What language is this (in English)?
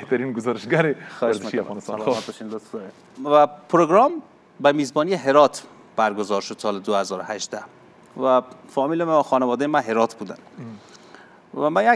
Persian